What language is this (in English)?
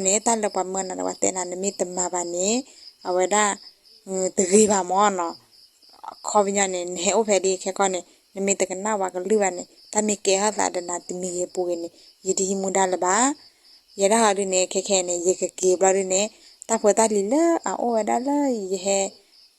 S'gaw Karen